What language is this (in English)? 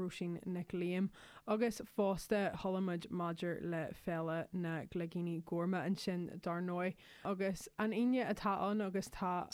Irish